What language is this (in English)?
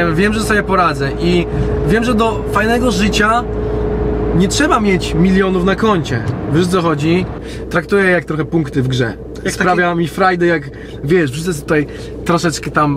Polish